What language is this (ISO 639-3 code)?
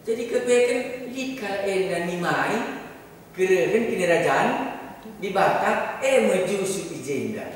btx